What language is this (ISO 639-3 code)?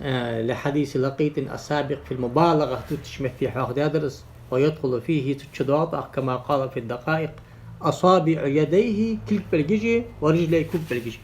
inh